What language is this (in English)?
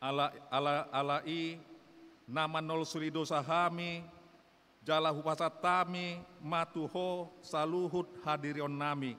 Batak Toba